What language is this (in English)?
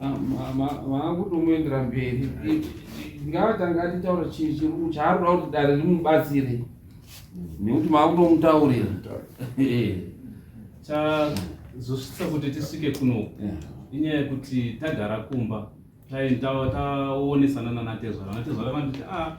Shona